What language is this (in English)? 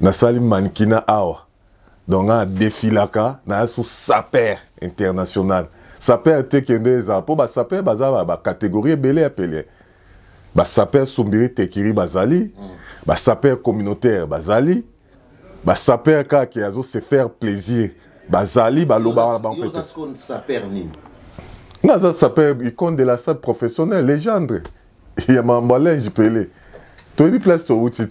Lingala